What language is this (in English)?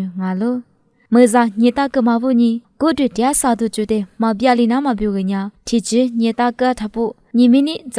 Lisu